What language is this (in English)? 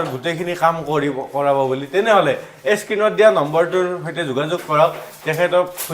Assamese